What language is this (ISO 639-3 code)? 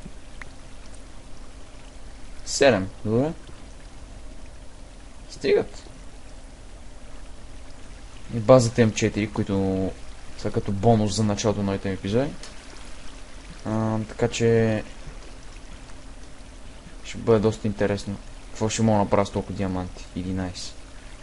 bul